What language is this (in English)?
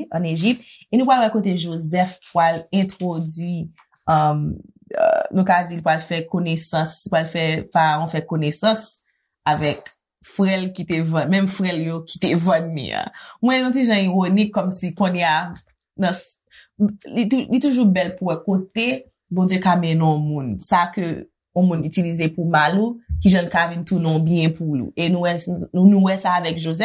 Haitian Creole